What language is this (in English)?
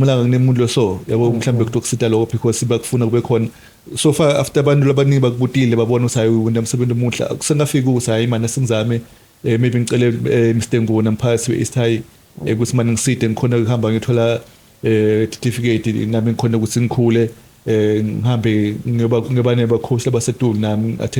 Swati